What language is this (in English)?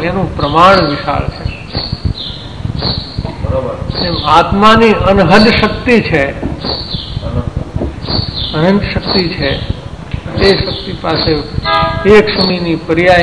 Gujarati